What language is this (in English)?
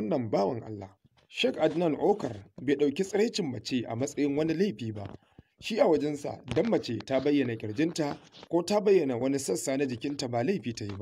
Hausa